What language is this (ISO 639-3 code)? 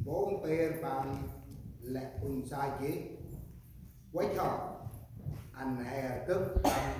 cmo